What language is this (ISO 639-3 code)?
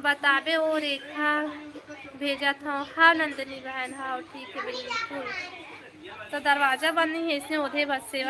hne